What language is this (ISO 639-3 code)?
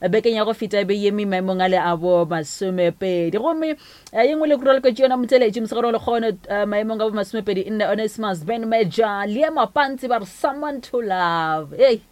nso